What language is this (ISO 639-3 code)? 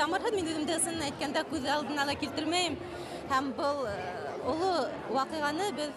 bak